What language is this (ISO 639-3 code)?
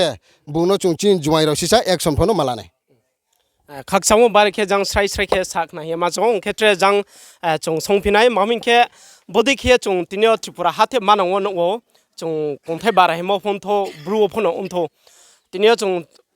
ria